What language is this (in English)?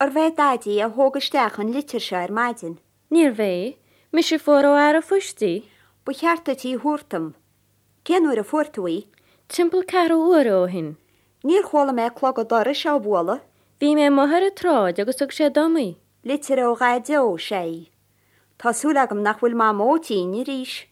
Irish